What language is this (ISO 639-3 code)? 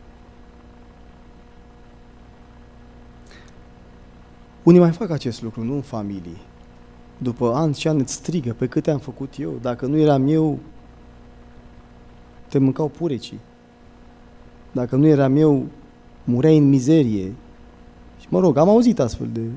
ron